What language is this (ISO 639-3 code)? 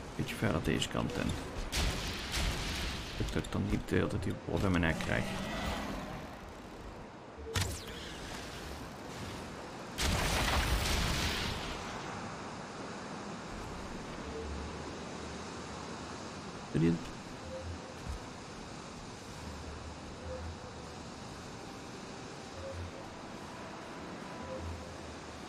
nld